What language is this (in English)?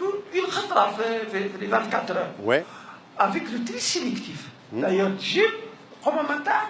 Kabyle